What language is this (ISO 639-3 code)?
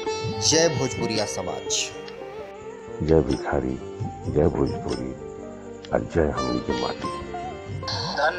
bho